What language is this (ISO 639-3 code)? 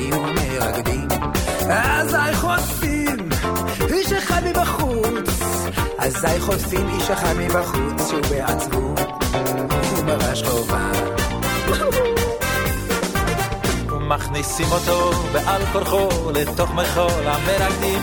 heb